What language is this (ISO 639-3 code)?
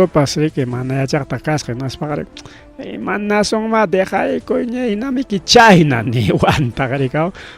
quy